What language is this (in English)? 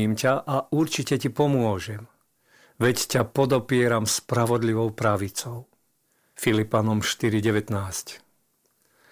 Slovak